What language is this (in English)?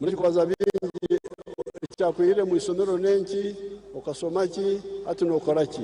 Nyankole